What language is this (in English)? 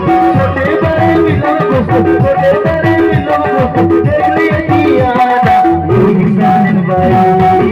Chhattisgarhi